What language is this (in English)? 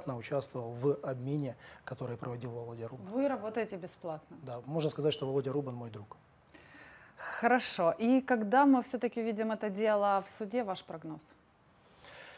Russian